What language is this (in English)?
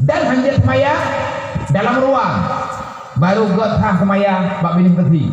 Achinese